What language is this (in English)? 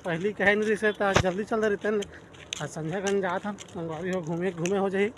Chhattisgarhi